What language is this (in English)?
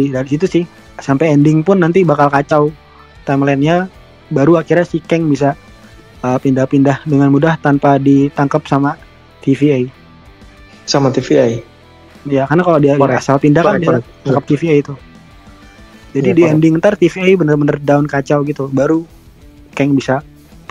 Indonesian